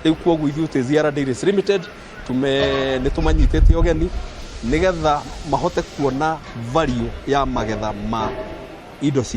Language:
Kikuyu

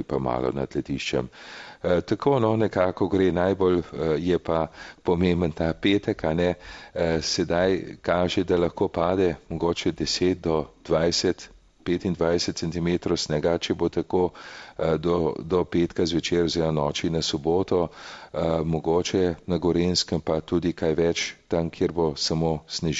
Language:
Slovenian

